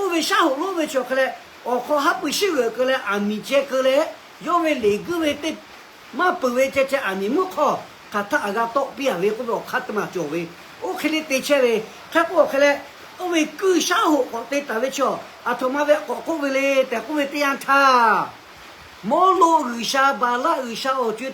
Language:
Lahu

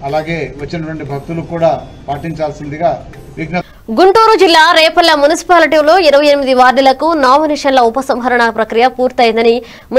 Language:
Telugu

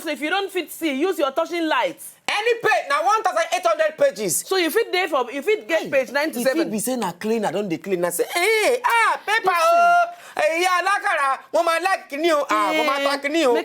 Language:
Nigerian Pidgin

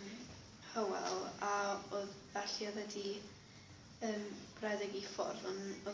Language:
Welsh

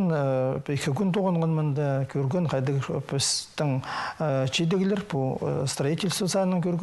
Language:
Khakas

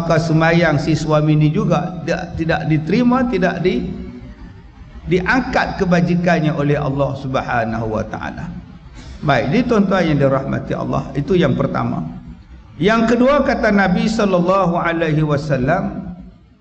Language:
Malay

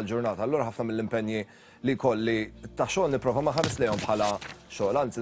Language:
Maltese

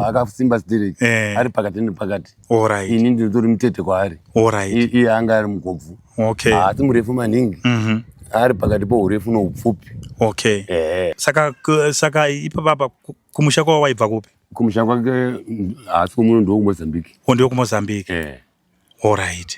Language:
Shona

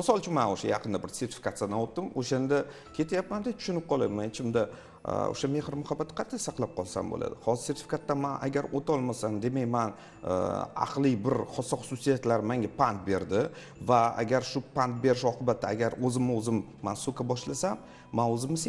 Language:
Uzbek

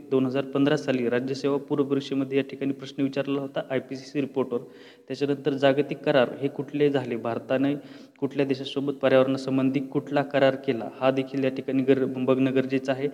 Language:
Marathi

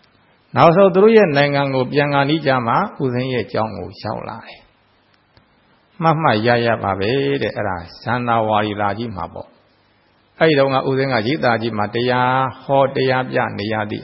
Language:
Burmese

